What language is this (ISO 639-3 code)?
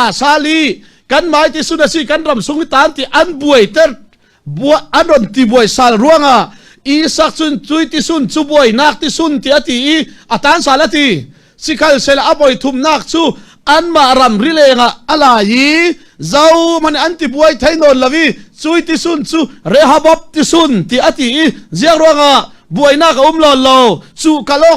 cfm